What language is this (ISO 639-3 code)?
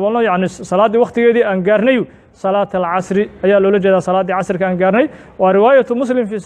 som